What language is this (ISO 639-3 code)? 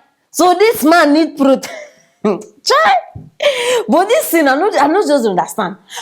pcm